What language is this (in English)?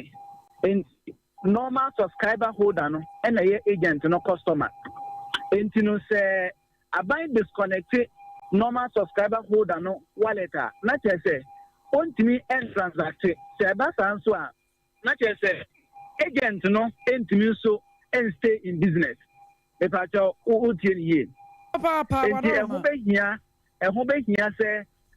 Akan